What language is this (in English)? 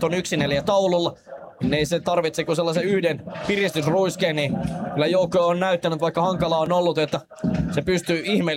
Finnish